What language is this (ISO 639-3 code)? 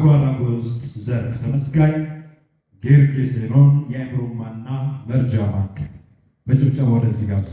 amh